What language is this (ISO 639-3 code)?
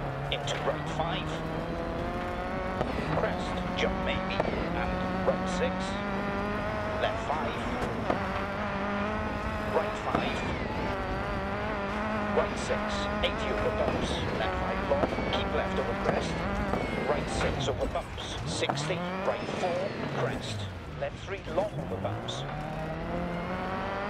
eng